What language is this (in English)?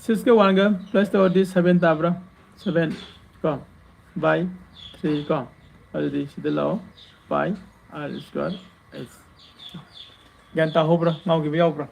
Manipuri